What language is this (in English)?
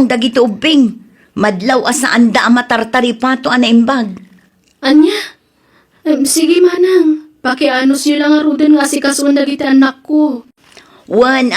Iloko